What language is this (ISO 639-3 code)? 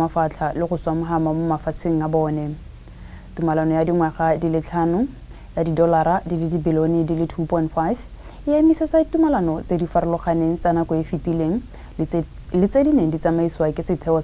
tsn